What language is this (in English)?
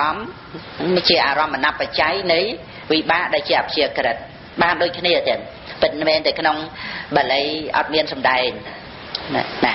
Khmer